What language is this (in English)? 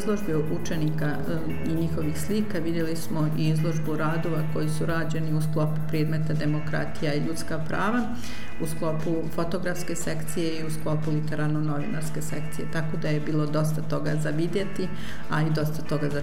Bosnian